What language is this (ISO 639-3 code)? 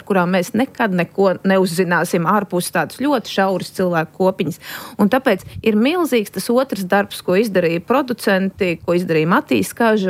lav